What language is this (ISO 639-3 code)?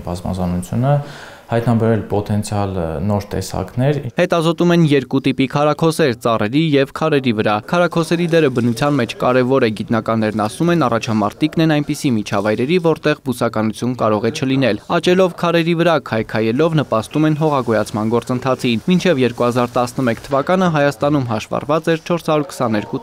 hye